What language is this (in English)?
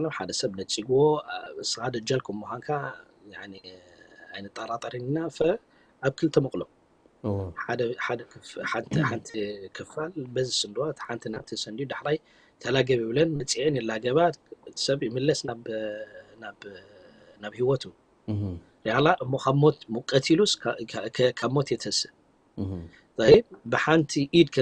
Tigrinya